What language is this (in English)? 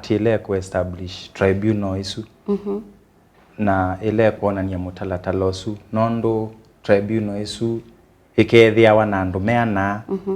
Kamba